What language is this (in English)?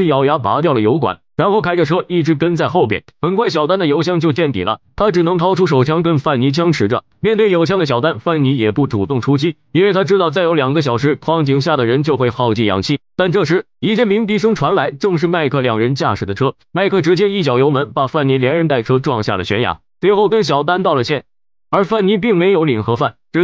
Chinese